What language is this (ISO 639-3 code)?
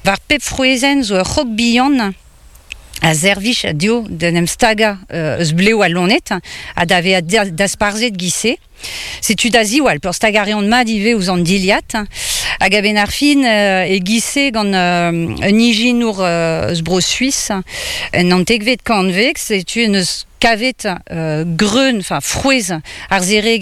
bre